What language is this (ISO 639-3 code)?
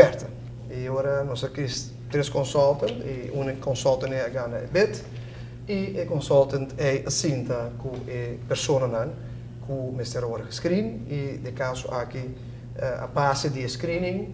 pap